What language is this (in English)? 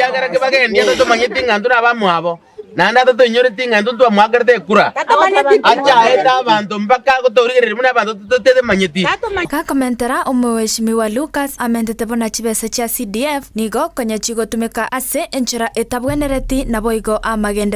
Gusii